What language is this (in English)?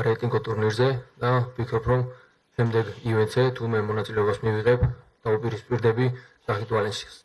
Georgian